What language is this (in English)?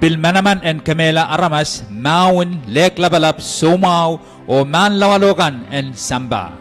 Pohnpeian